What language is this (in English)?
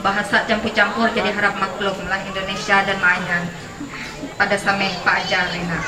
Ma'anyan